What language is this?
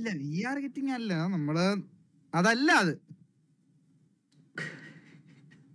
Malayalam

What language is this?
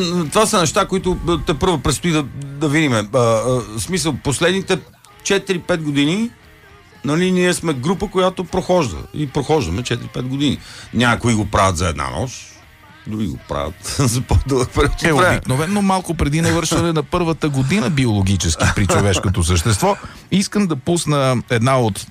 Bulgarian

